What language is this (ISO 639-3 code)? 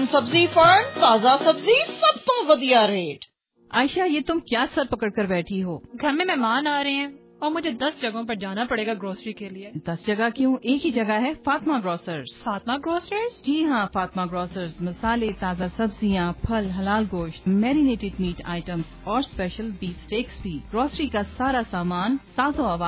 urd